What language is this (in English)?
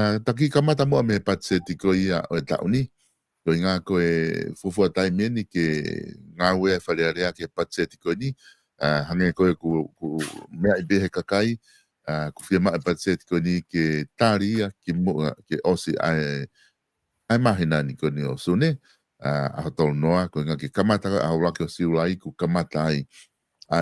Tongan